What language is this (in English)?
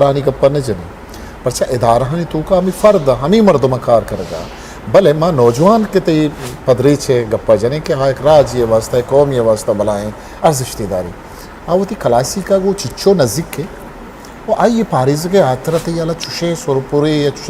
Eastern Balochi